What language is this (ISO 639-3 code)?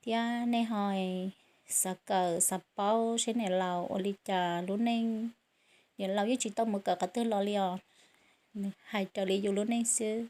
hmn